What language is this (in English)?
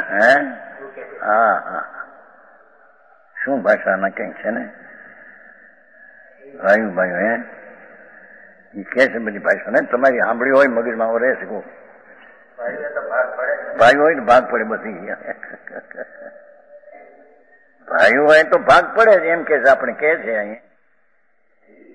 Gujarati